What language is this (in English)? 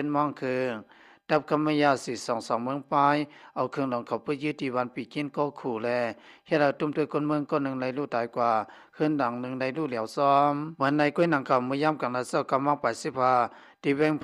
Shan